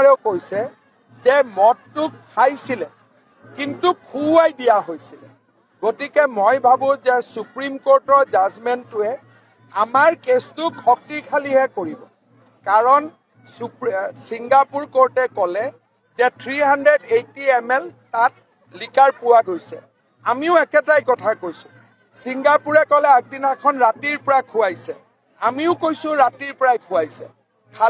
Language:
Assamese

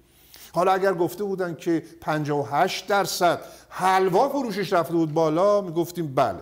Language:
Persian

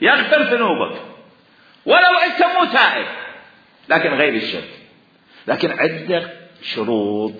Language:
Mesopotamian Arabic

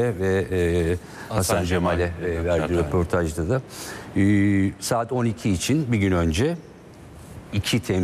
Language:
Turkish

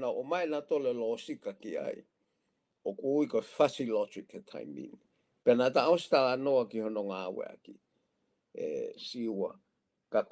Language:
Tongan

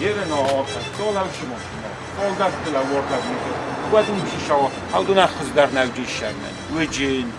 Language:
Ossetic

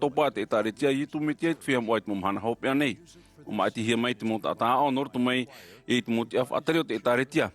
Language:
Tahitian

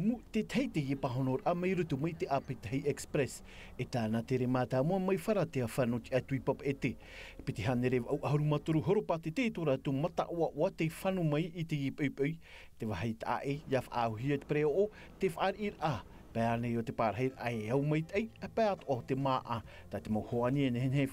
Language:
Tahitian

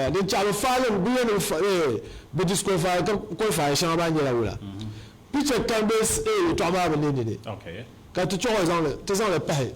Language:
Dagbani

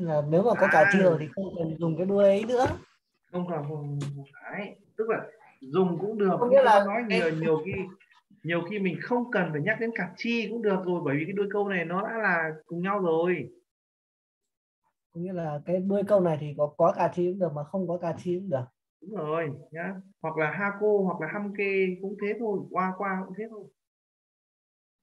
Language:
Vietnamese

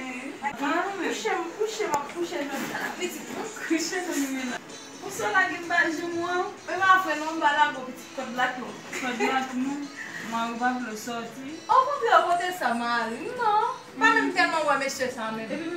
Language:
Haitian Creole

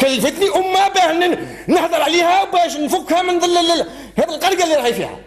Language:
Algerian Arabic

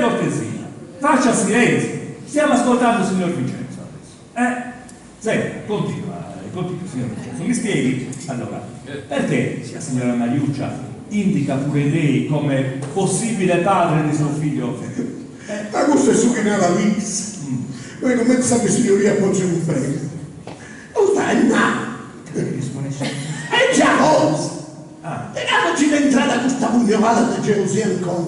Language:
Sardinian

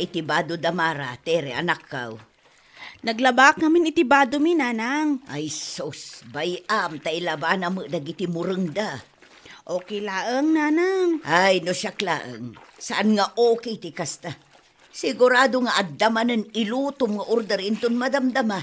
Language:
Iloko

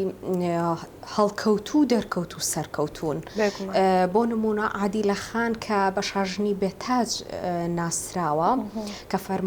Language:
Central Kurdish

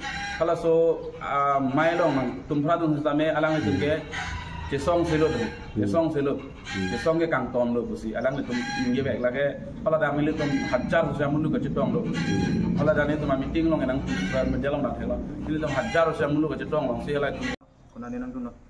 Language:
Karbi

